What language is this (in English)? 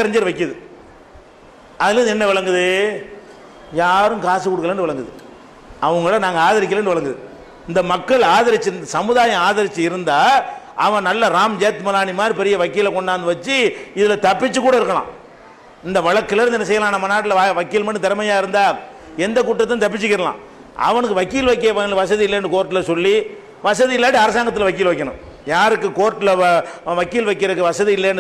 Tamil